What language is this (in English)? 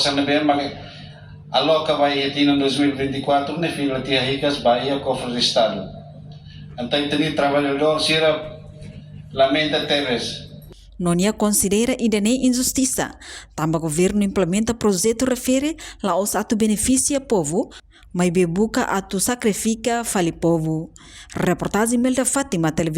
Tetum